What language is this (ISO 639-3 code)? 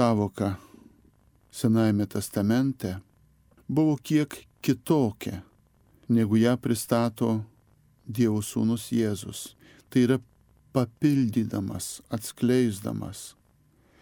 lit